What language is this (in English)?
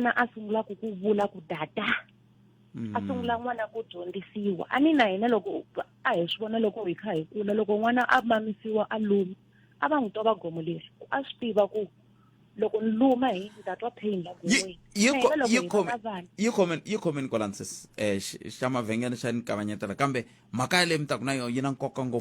Tsonga